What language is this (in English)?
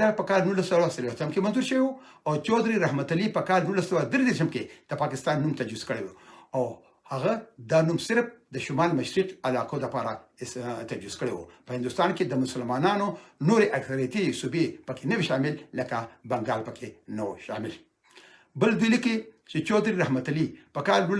Pashto